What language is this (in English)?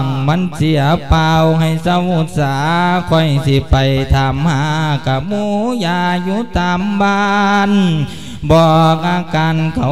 Lao